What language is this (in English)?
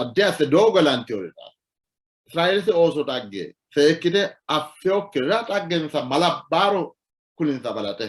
Sidamo